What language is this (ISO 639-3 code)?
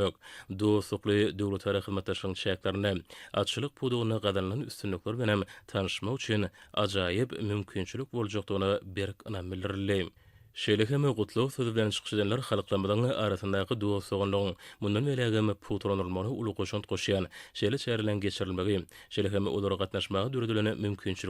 tuk